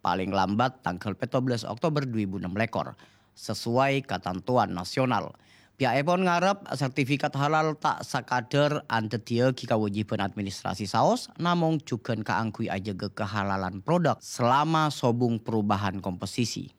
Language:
Madurese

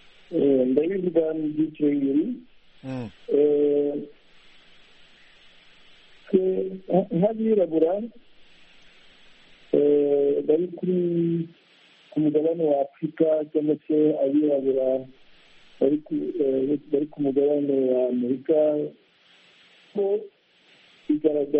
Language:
Kinyarwanda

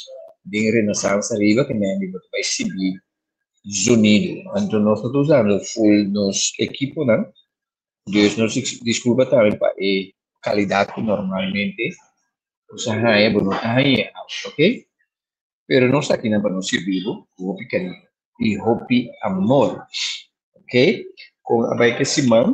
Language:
Papiamento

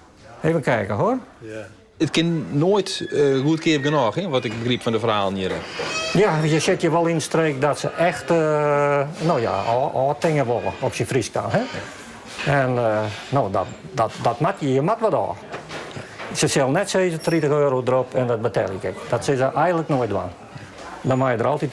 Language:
Western Frisian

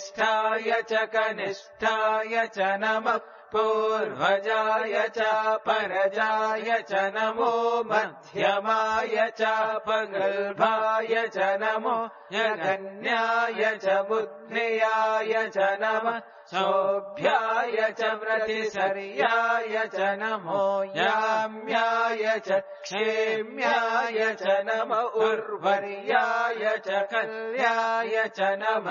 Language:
Sanskrit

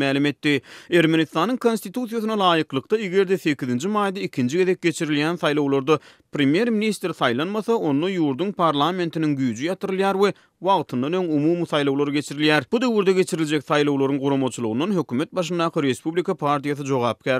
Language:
Turkmen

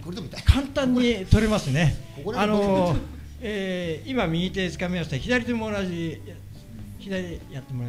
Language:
Japanese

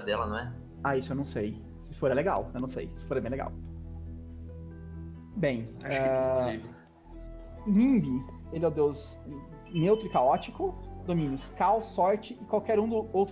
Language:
Portuguese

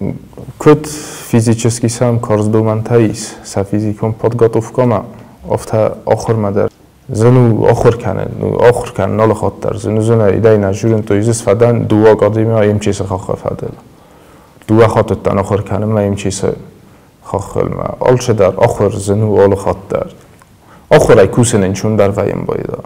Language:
Ossetic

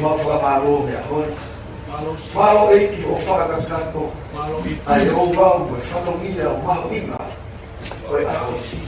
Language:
Tongan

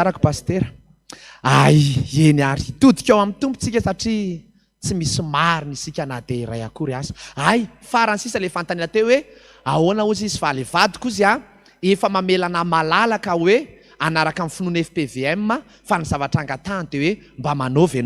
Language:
Malagasy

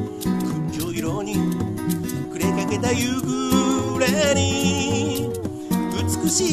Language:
Japanese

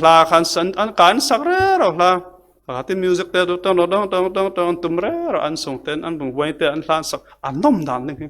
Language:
Falam Chin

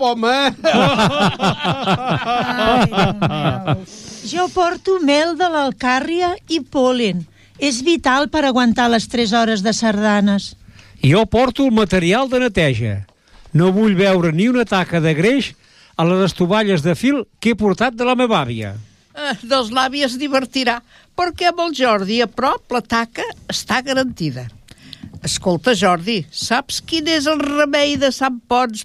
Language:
Catalan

